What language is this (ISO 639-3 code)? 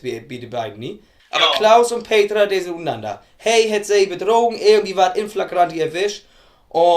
nds